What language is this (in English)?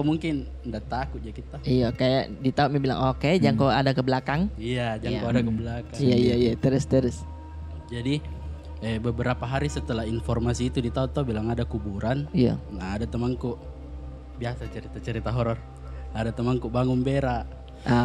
Makassar Malay